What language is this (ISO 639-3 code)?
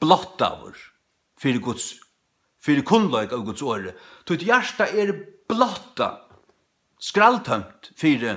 fao